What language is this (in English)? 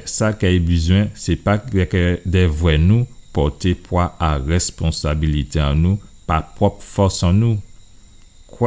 Guadeloupean Creole French